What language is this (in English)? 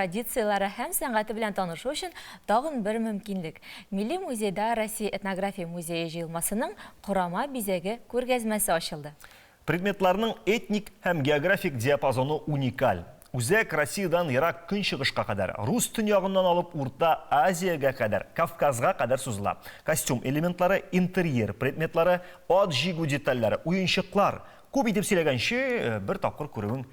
Tatar